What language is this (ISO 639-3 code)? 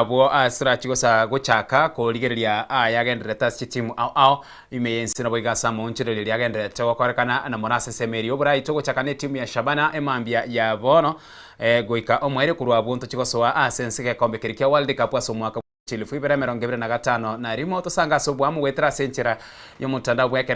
guz